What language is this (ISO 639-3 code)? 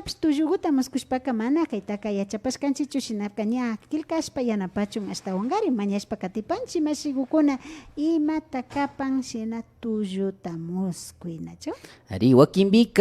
qvi